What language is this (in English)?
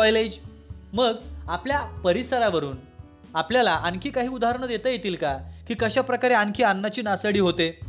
Marathi